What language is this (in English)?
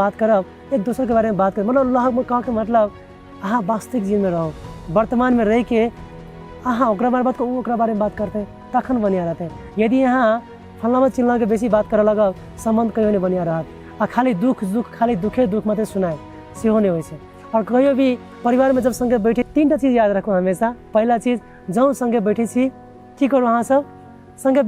Maithili